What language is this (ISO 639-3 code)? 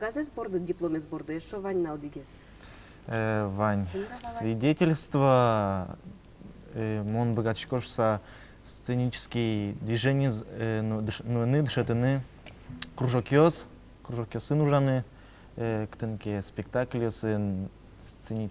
udm